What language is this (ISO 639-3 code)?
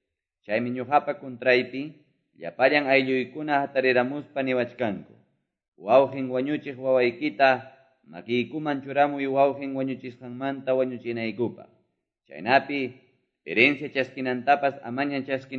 que